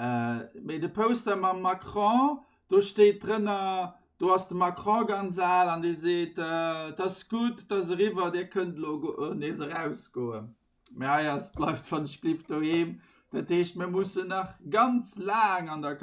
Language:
Luxembourgish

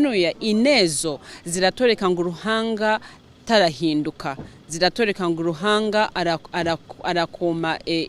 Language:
Nyankole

